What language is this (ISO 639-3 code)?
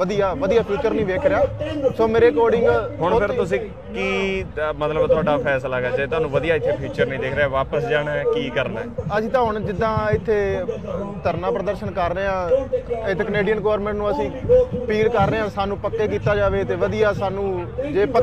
pan